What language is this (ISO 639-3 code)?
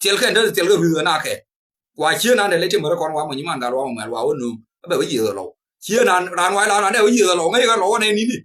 nus